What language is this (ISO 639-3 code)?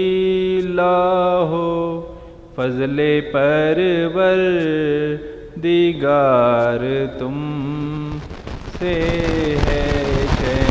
urd